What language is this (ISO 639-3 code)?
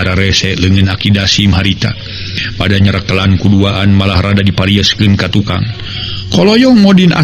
sun